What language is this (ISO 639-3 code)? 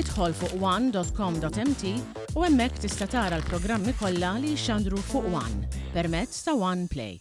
mlt